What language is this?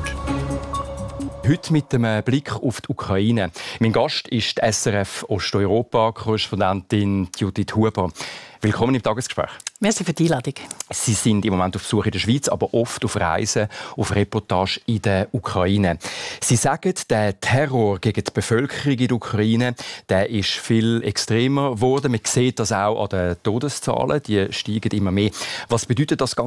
German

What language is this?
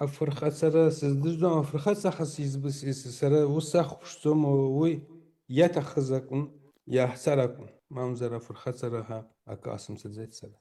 Abkhazian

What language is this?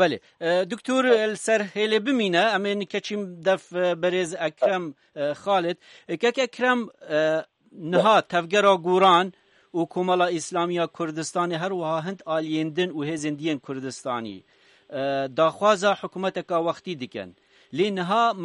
Kurdish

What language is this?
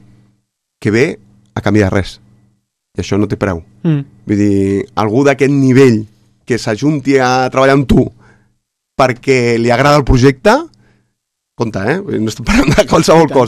Catalan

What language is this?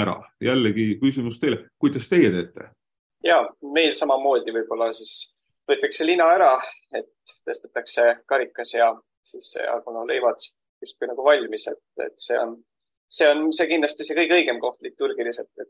Estonian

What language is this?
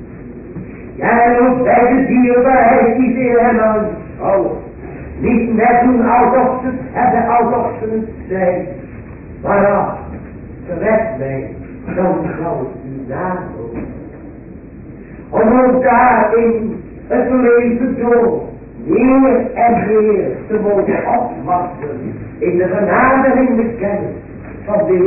Dutch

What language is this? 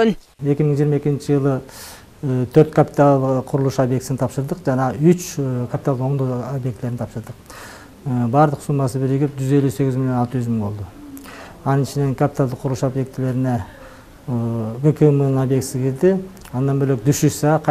Kyrgyz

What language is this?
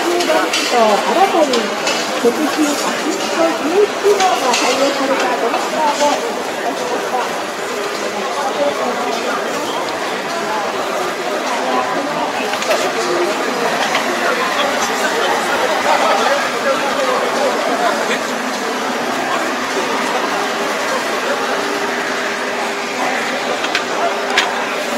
Japanese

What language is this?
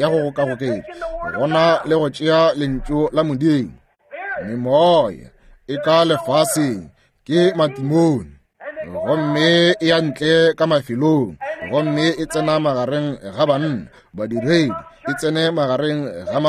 Northern Sotho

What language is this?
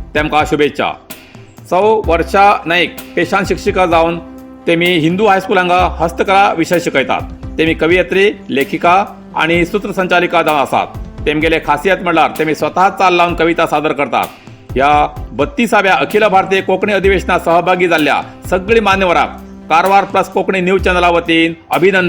Konkani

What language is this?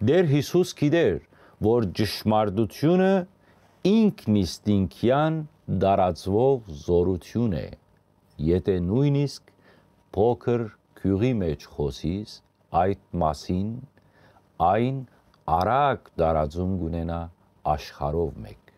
Western Armenian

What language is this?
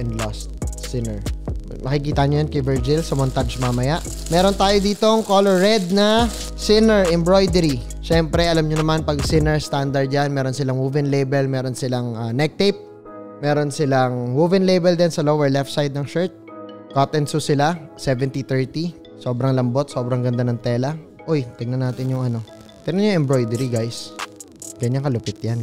Filipino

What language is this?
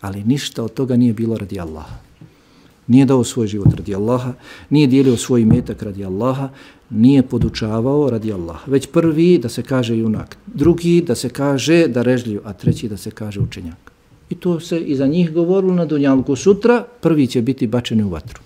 Bosnian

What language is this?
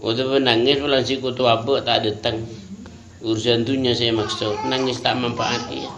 Madurese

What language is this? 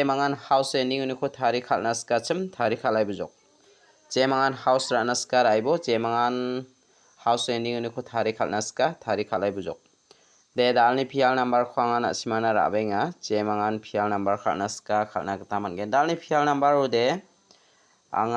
Garo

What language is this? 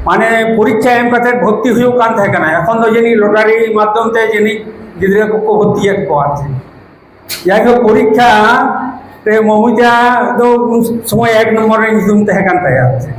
Santali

